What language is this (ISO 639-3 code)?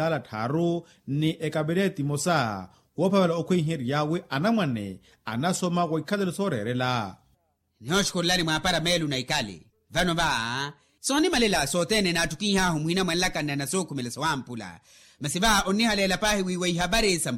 vmw